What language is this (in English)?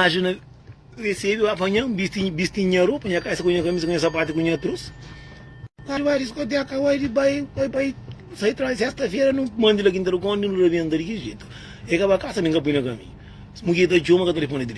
Kabuverdianu